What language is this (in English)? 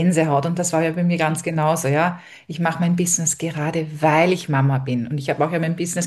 German